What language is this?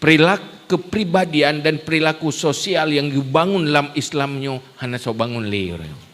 Achinese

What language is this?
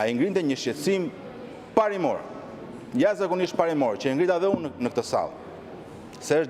Albanian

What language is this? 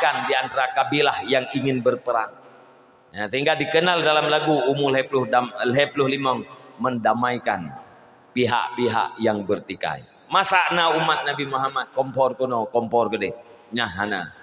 Achinese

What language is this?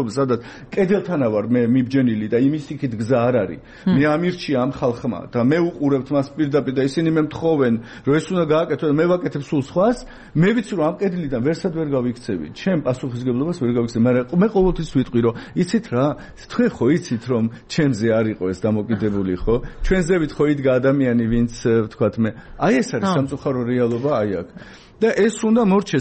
Georgian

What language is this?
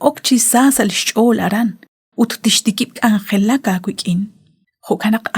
Kekchí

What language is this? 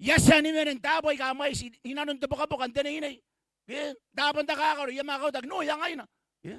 Gilbertese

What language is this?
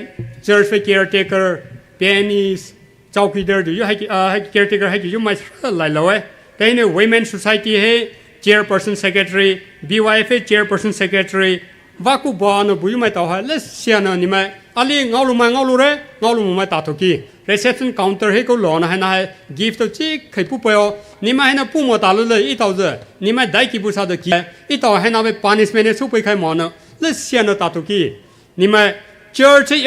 Poumei Naga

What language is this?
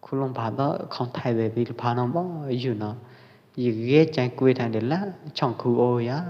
Pwo Eastern Karen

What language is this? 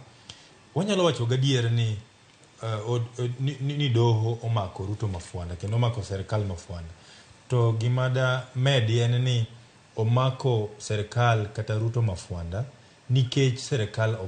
Luo (Kenya and Tanzania)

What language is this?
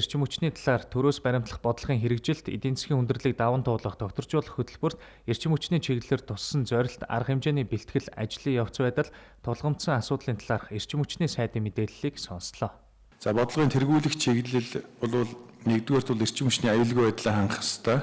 Mongolian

